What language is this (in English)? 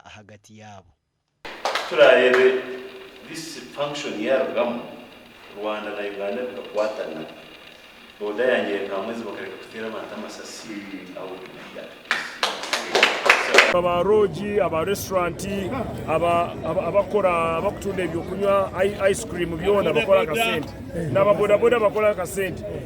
Nyankole